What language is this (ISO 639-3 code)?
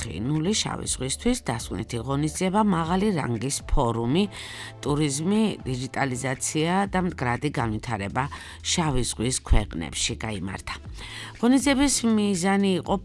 kat